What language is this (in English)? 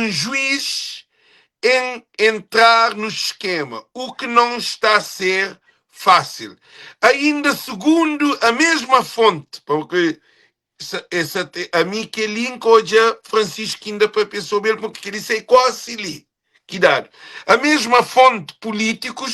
Kabuverdianu